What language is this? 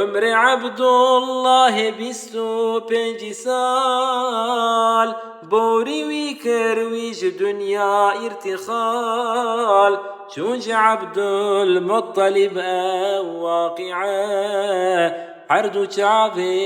Kurdish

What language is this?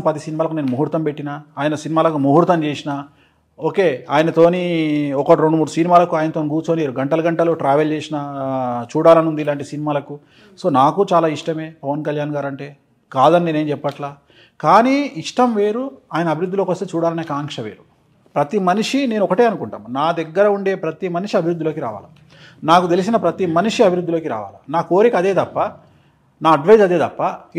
Telugu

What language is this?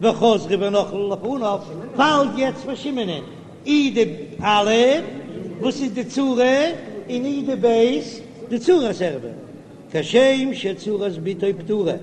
Yiddish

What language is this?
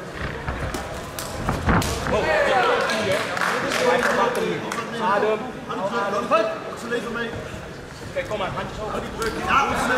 Dutch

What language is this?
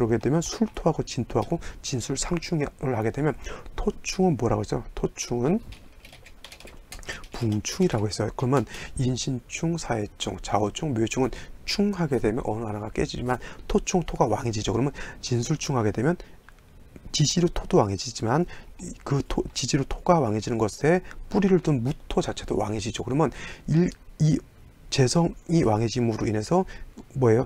Korean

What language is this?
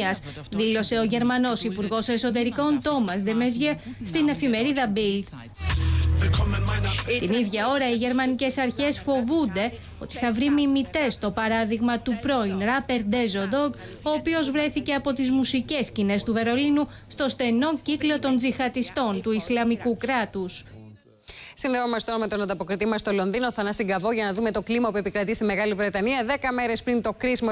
Greek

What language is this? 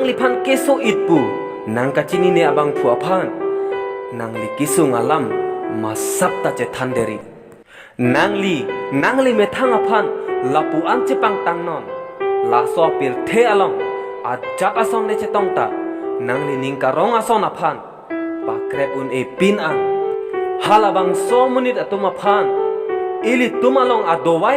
Karbi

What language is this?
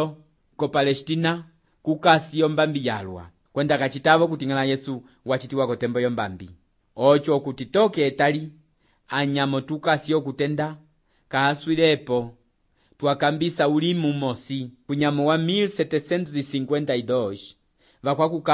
Umbundu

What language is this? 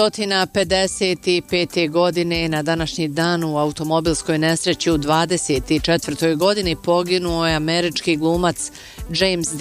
Bosnian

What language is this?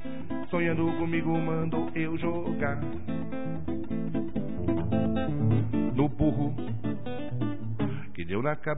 Portuguese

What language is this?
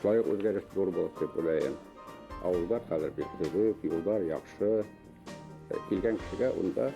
Bashkir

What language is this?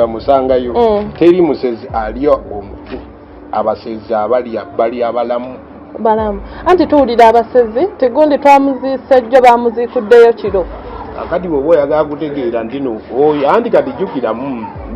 Ganda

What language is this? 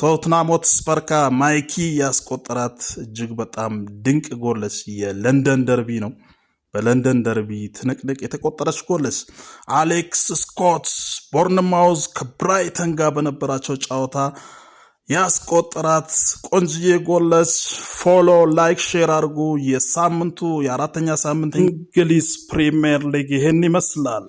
Amharic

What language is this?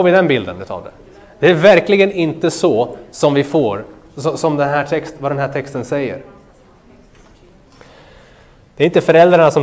Swedish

